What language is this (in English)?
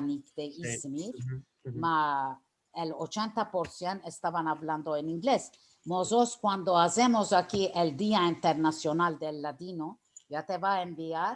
Ladino